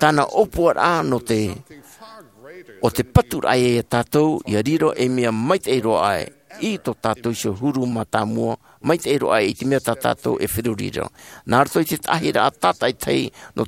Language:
Tahitian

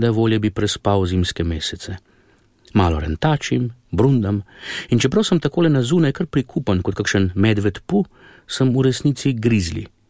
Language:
Slovenian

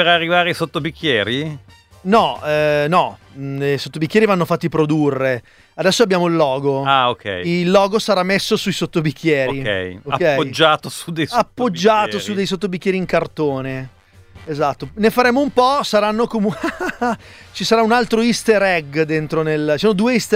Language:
Italian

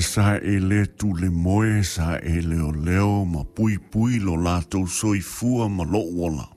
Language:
Samoan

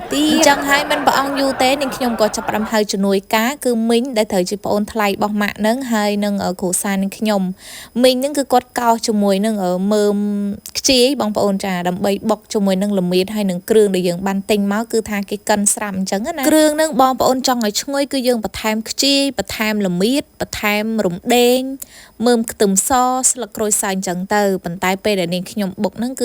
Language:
Khmer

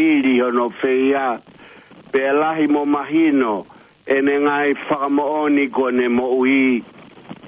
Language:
Tongan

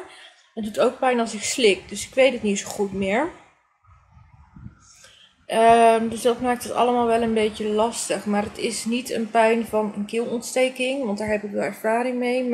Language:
Dutch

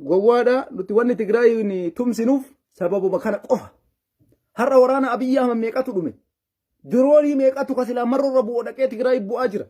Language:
Oromo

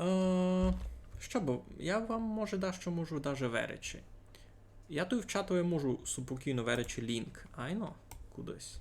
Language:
Rusyn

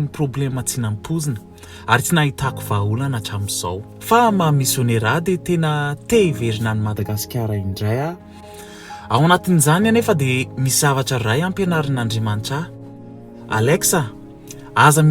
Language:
Malagasy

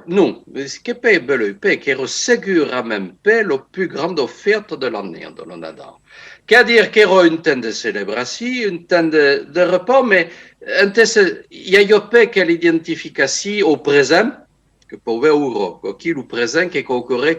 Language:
Occitan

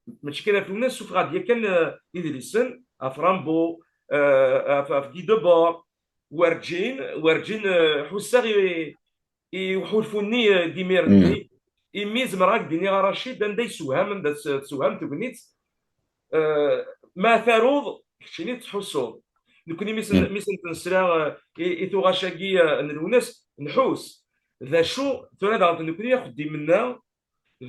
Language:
Kabyle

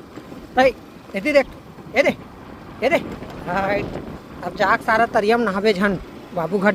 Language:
Chhattisgarhi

